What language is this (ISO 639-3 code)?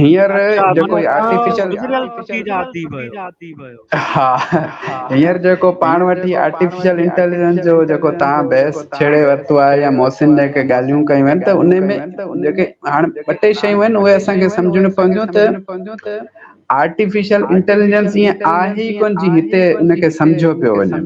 snd